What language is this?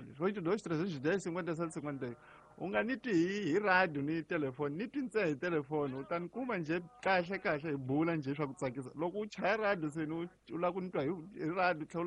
Tsonga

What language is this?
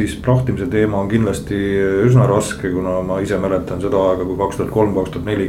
Estonian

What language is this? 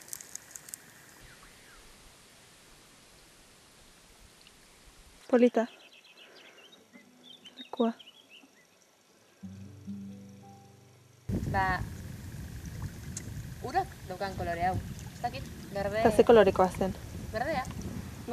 Basque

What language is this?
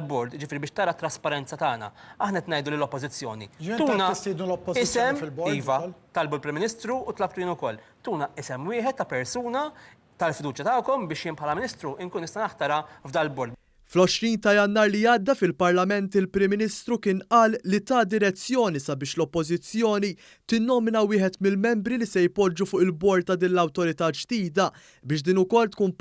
Maltese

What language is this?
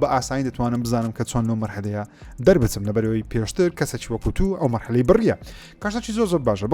Central Kurdish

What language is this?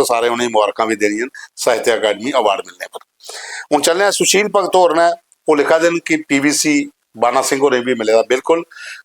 Dogri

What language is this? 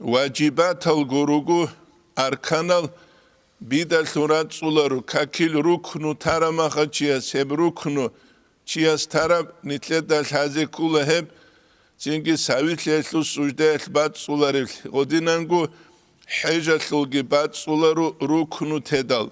Avaric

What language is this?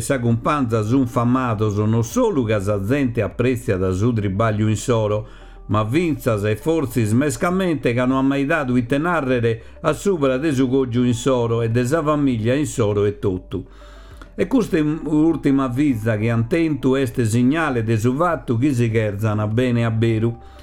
Sardinian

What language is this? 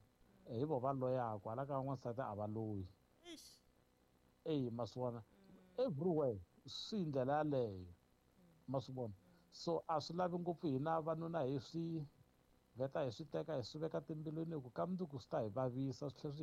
Tsonga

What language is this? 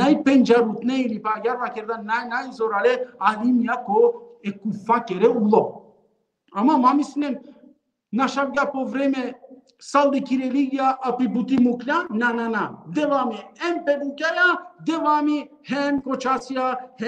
Balkan Romani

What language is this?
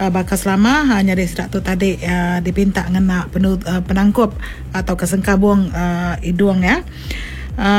Iban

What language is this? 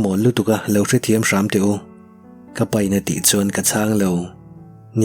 Mizo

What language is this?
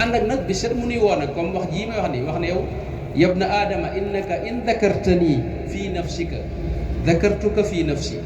Wolof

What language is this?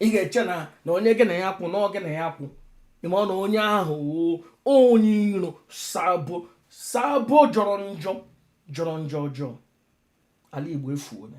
Igbo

